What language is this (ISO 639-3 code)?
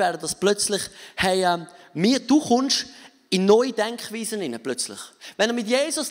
gsw